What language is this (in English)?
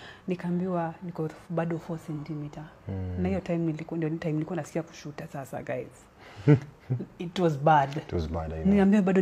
Swahili